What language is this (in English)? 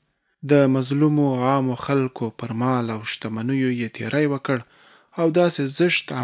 Pashto